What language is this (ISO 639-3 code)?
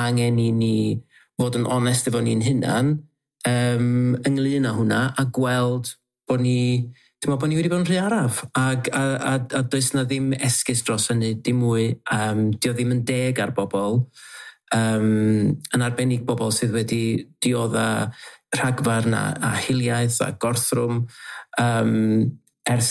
cym